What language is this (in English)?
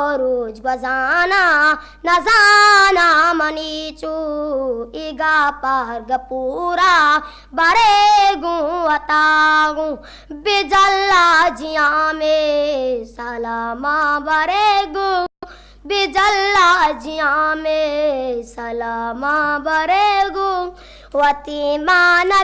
Eastern Balochi